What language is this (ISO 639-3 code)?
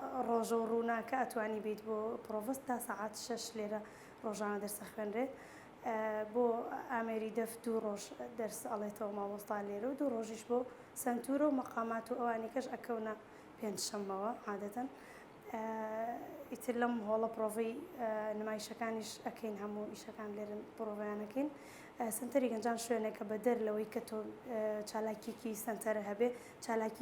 ckb